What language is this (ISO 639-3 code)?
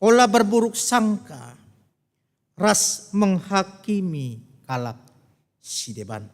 btx